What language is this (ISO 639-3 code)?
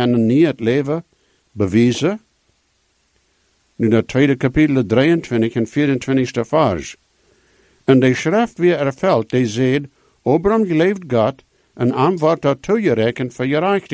nld